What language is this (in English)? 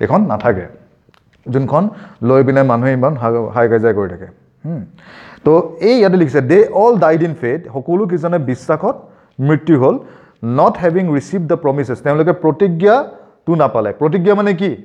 Assamese